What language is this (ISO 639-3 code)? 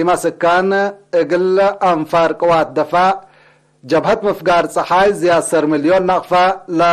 tig